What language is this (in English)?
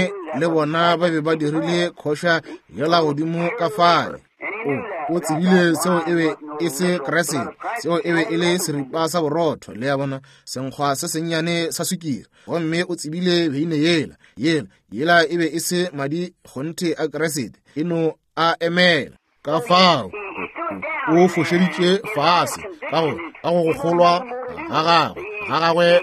Northern Sotho